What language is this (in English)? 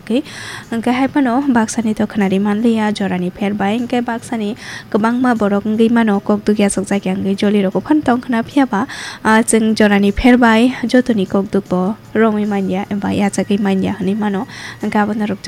Kok Borok